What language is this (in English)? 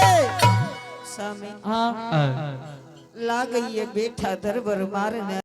Angika